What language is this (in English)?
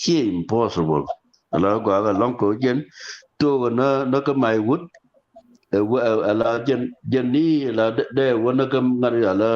Nuer